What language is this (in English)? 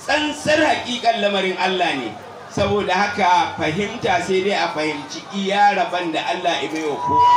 Hausa